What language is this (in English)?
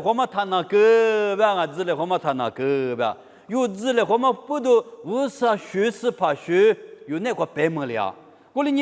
Lisu